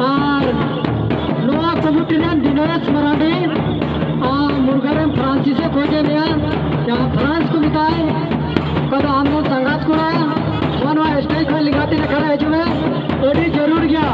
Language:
Santali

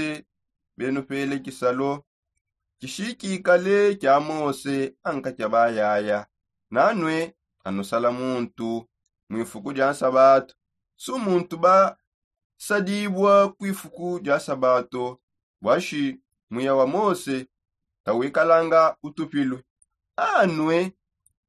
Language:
Songe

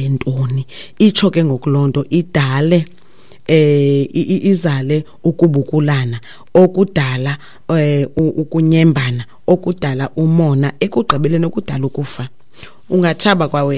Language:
Xhosa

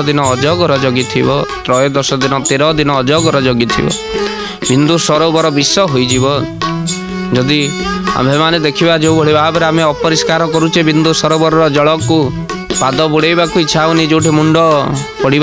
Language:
Odia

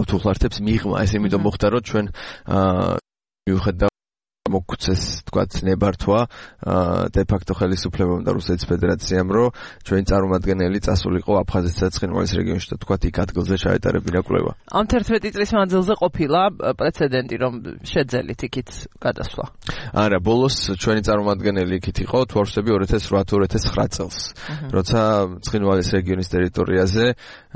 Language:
Georgian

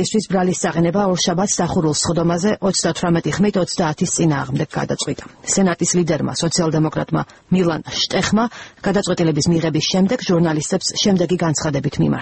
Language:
Georgian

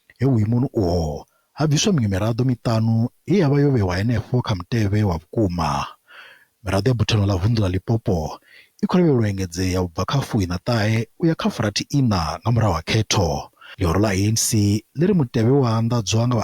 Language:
Venda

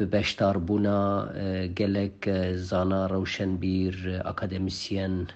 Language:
Kurdish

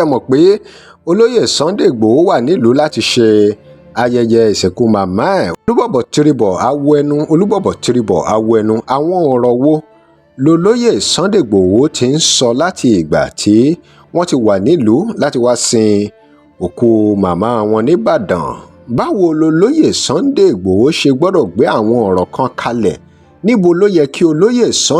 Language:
Yoruba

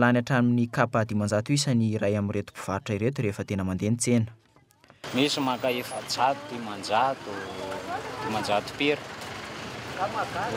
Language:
Malagasy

